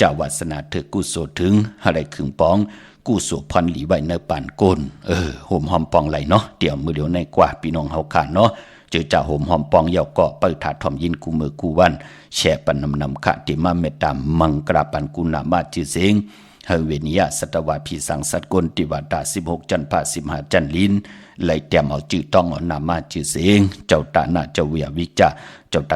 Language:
Shan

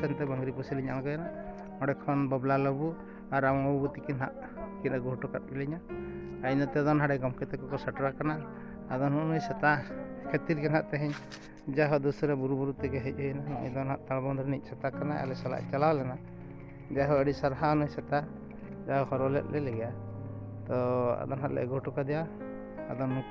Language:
Santali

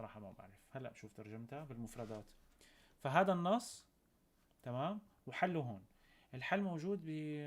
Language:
North Levantine Arabic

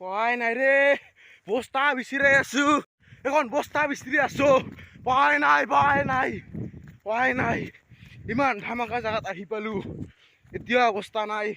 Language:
Assamese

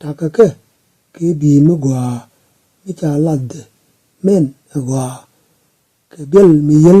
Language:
Nuer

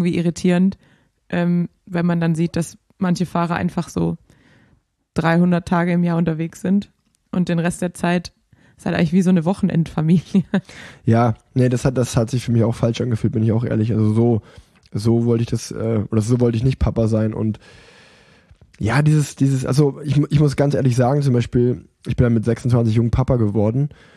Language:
German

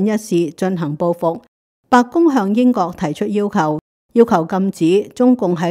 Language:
Cantonese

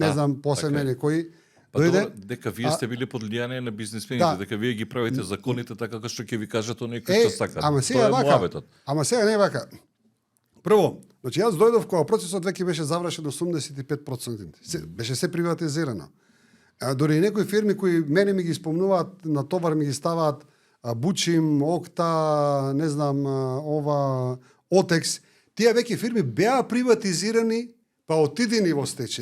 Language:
Macedonian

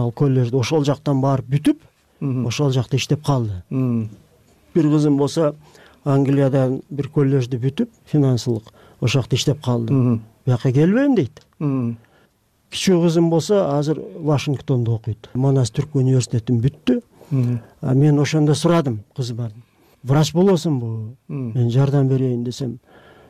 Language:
Kyrgyz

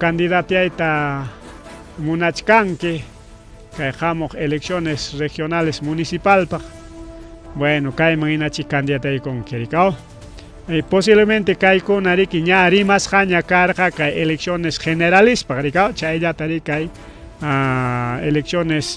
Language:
Ayacucho Quechua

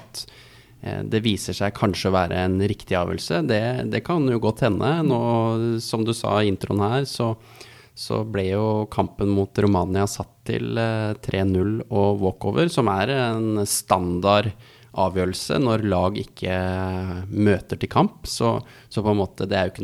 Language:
Norwegian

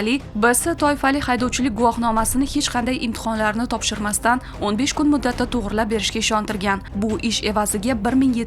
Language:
Uzbek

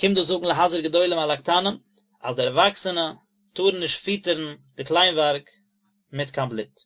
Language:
Yiddish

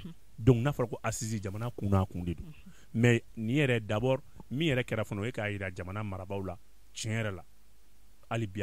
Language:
Bambara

